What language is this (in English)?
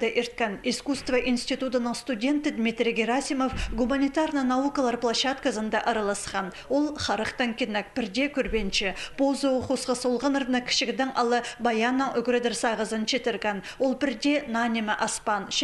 Khakas